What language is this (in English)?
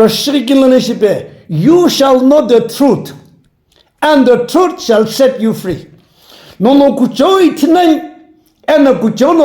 Sumi Naga